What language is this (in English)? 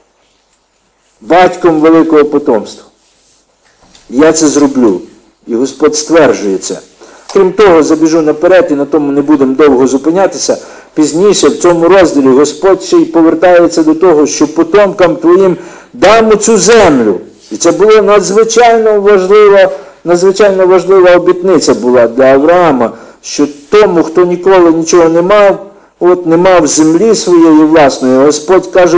Ukrainian